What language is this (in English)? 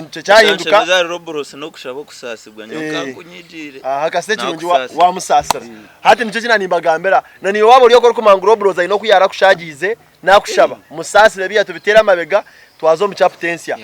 Nyankole